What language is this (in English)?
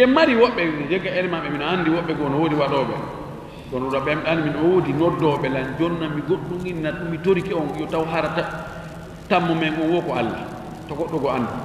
Fula